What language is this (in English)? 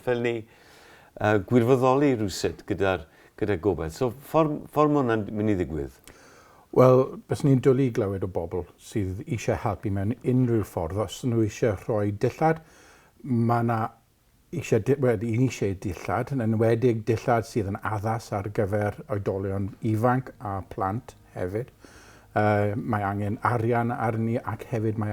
Welsh